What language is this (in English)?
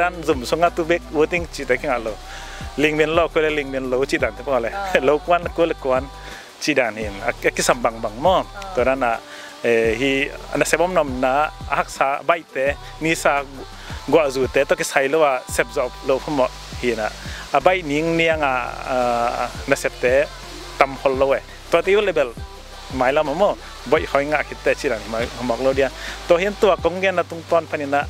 Tedim Chin